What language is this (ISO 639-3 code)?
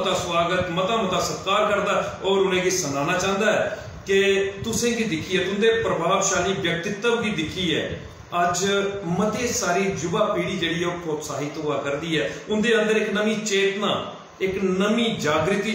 doi